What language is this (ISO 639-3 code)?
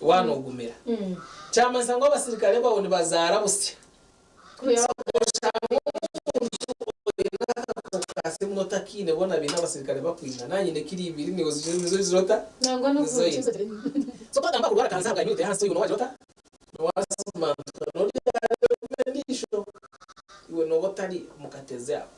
nyn